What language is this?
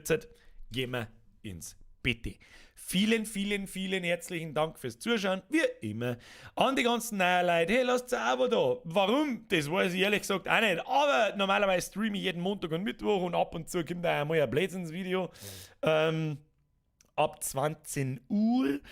Bavarian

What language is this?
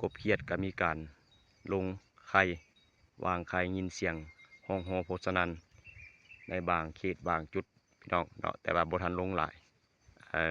Lao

